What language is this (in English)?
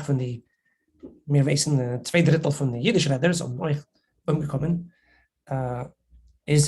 Yiddish